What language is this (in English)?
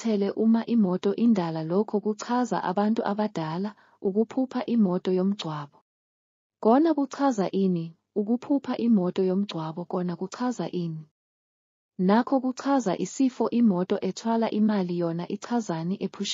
Zulu